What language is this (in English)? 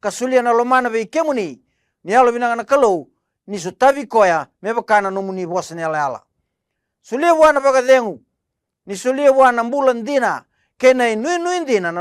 Fijian